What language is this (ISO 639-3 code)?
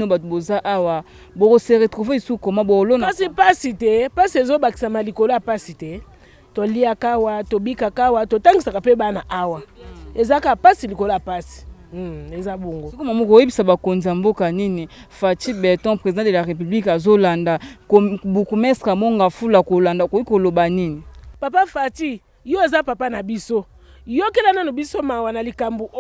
lin